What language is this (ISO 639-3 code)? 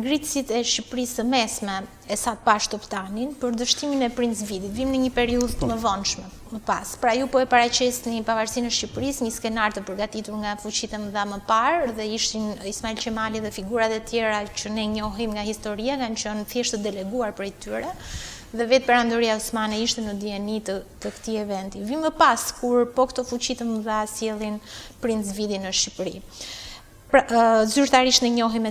sqi